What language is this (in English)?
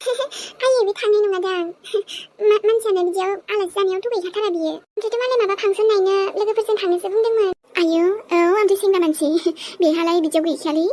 Bodo